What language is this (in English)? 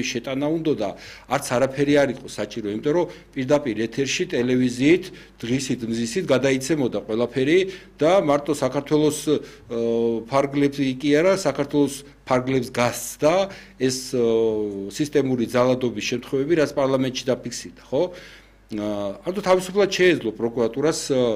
Georgian